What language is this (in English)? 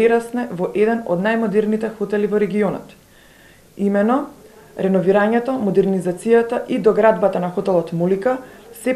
Macedonian